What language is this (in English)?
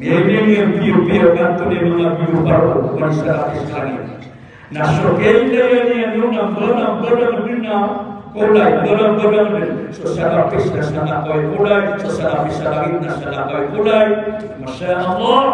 Maranao